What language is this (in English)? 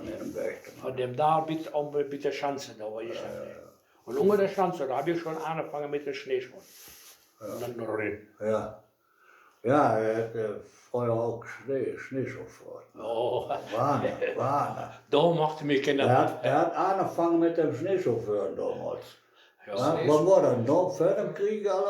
Westphalien